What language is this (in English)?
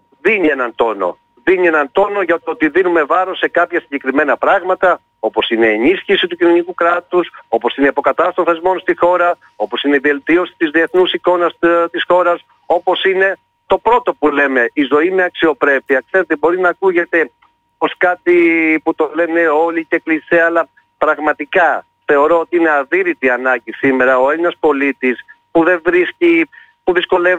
Greek